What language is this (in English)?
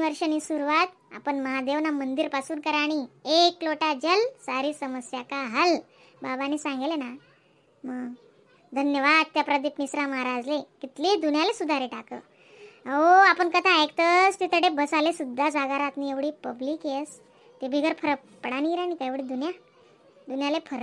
Khandesi